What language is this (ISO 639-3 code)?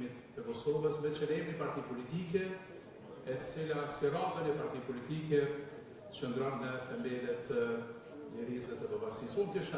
sqi